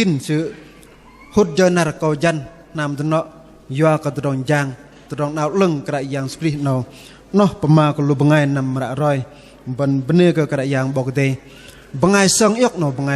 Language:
Bahnar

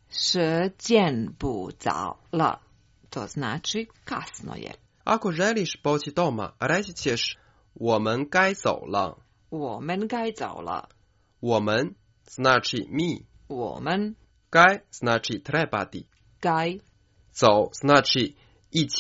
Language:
Croatian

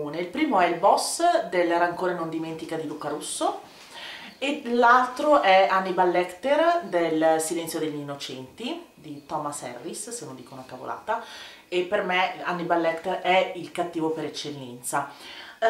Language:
Italian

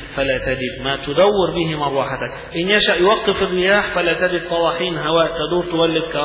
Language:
Arabic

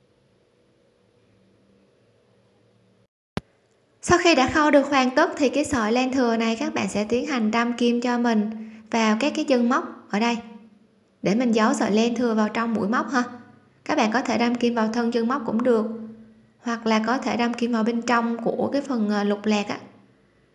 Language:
Vietnamese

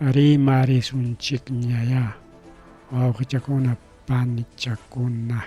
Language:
Ayacucho Quechua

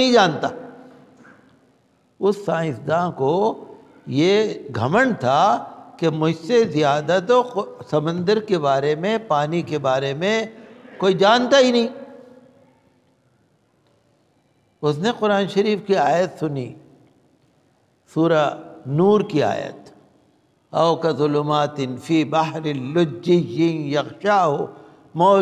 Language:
Urdu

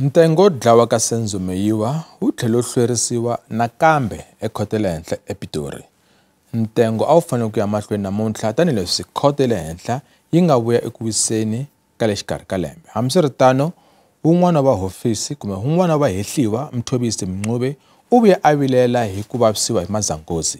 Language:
Tsonga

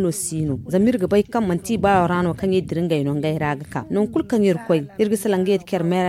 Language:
Zarma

